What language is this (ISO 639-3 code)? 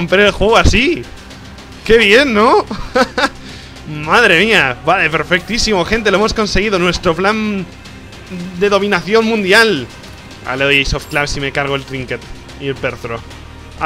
spa